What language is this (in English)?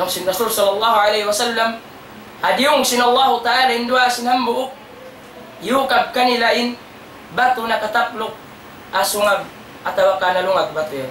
Tausug